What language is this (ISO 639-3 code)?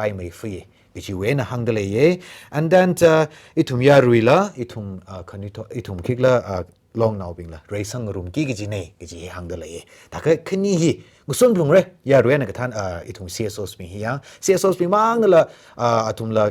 nmf